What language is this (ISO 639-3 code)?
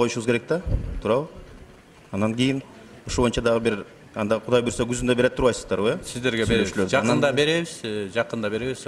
kir